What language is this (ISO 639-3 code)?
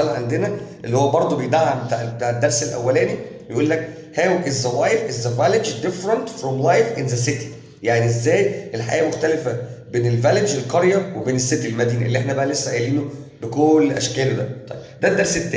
arz